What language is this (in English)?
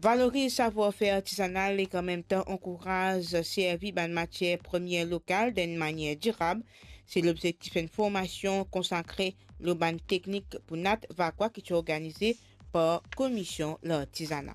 Morisyen